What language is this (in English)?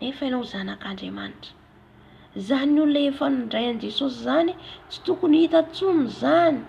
Malagasy